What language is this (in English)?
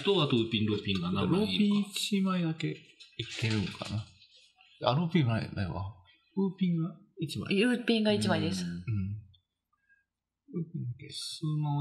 Japanese